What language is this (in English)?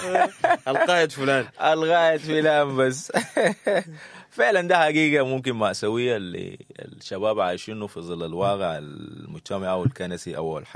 Sudanese Arabic